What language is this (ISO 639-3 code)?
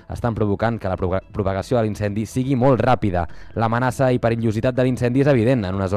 cat